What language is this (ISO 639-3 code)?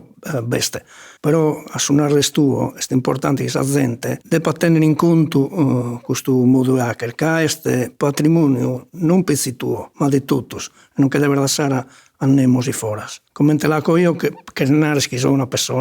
srd